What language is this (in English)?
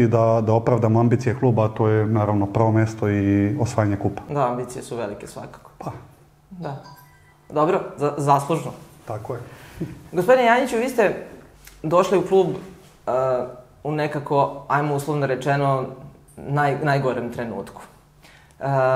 Serbian